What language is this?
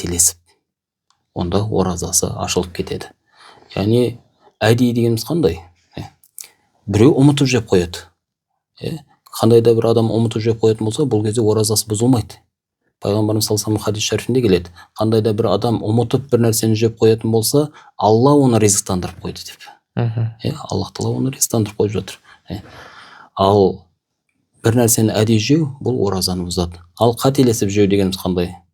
Kazakh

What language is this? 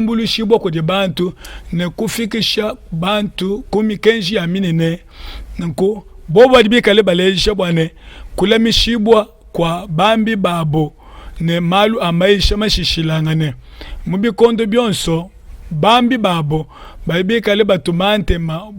Luba-Lulua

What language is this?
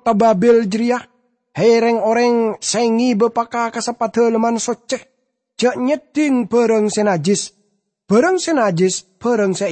Madurese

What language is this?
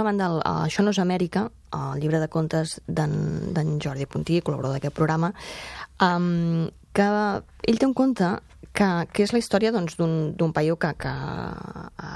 Catalan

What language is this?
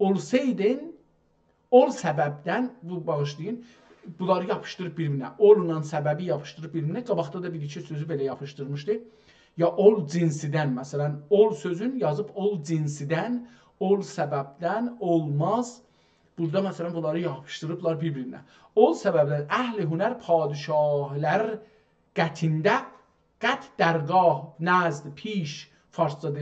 South Azerbaijani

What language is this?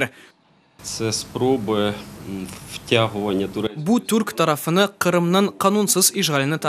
Crimean Tatar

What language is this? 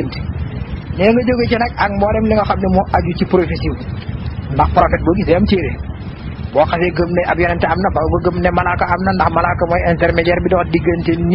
Wolof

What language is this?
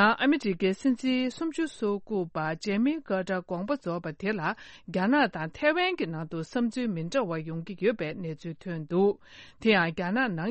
Tibetan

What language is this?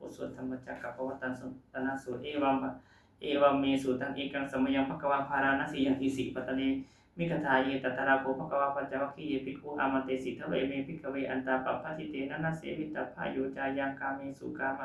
Pali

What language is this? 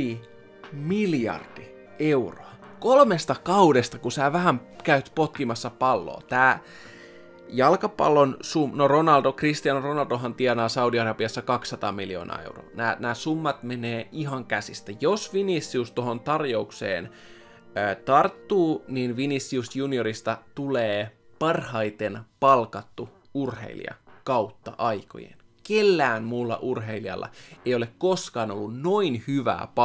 Finnish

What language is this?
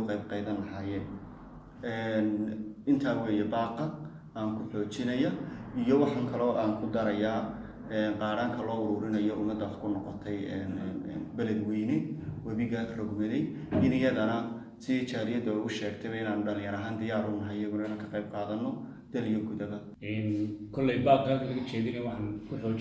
Somali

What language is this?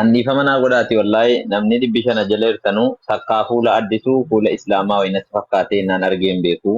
Oromo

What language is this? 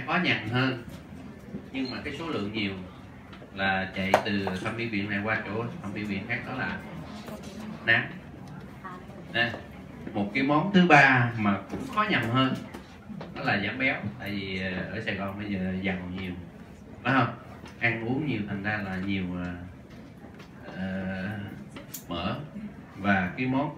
Vietnamese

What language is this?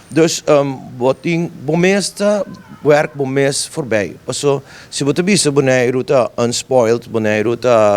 Papiamento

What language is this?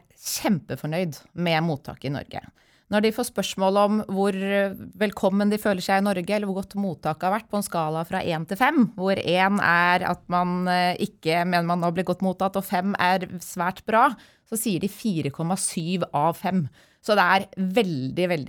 Norwegian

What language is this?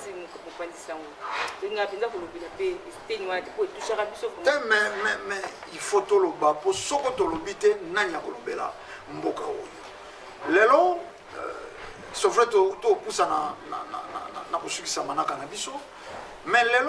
Lingala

